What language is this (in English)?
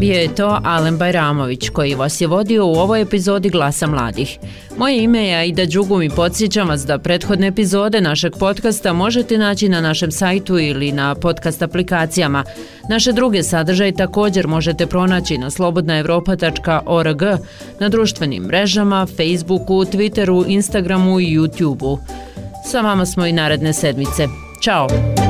Bosnian